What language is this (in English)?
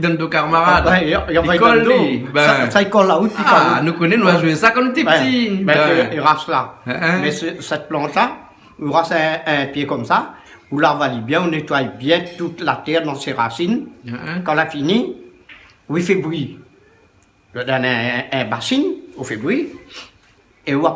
Réunion Creole French